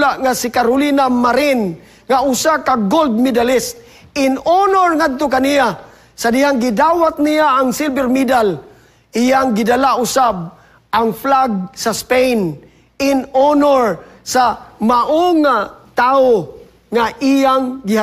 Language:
Cebuano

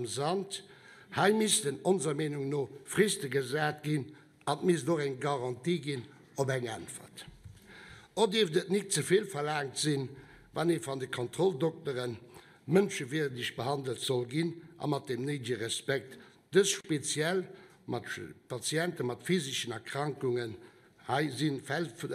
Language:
Luxembourgish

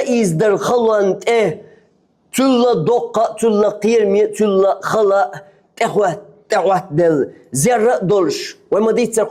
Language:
Chechen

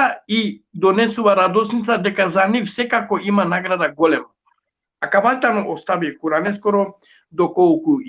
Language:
Balkan Romani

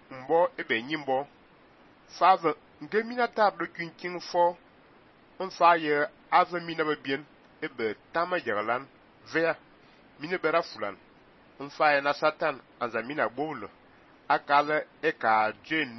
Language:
Fang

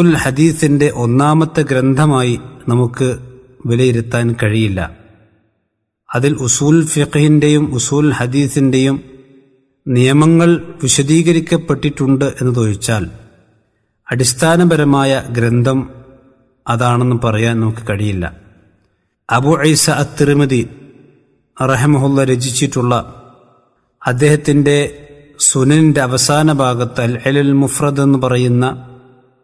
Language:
Malayalam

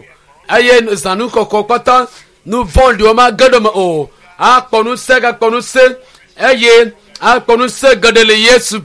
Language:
Ewe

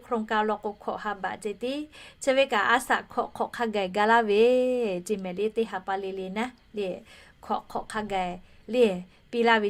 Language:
Lahu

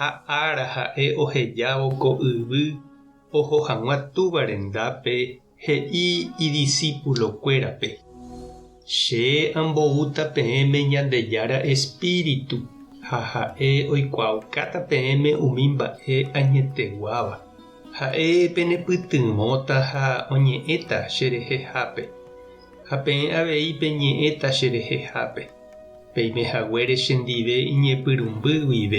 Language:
Guarani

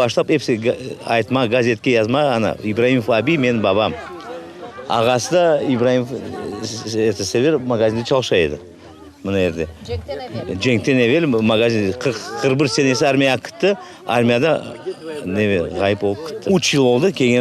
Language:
Crimean Tatar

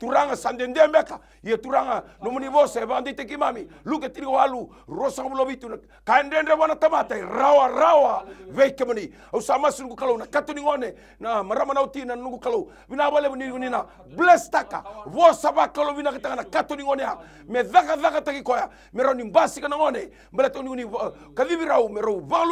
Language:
Fijian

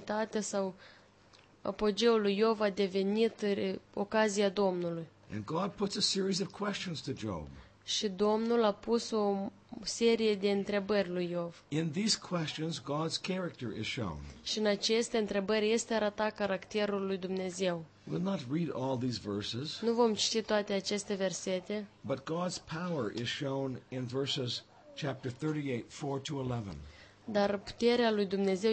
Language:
Romanian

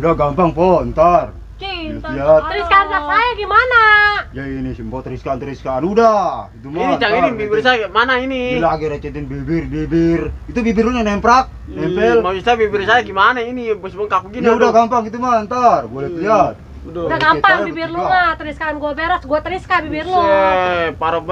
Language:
Betawi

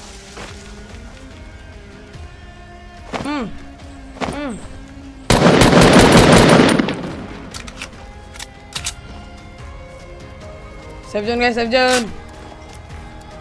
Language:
Indonesian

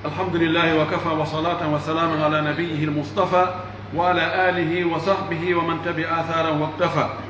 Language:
Pular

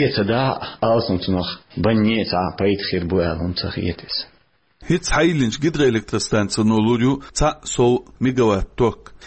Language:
Chechen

